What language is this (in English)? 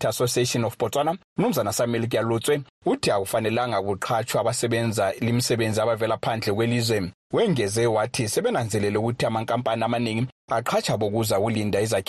North Ndebele